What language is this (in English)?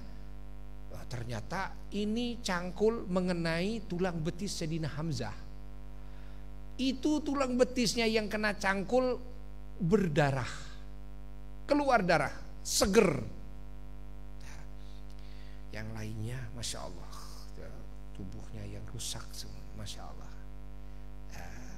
Indonesian